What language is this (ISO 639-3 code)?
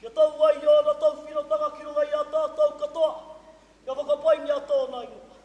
mri